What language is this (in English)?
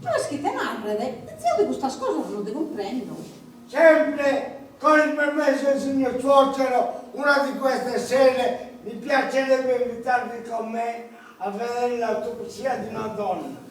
Sardinian